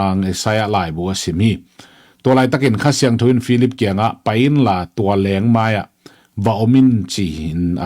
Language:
Tedim Chin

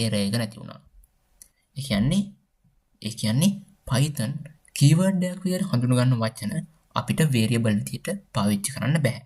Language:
Sinhala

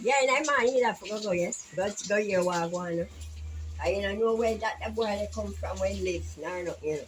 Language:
Jamaican Creole English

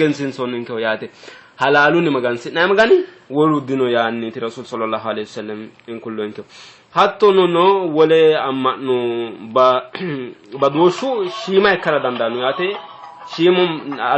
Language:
Sidamo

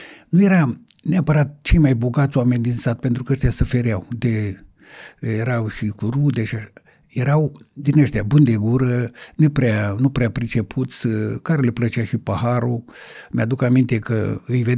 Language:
Romanian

